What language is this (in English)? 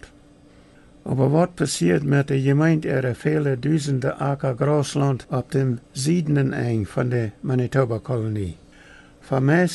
Plautdietsch